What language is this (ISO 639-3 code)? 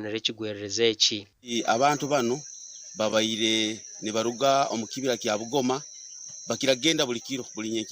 nyn